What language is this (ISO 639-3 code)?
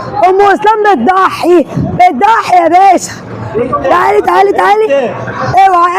arz